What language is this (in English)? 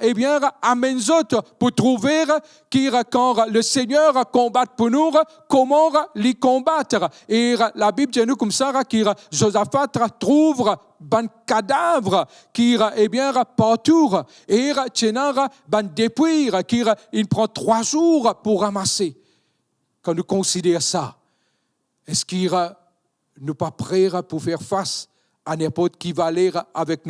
Morisyen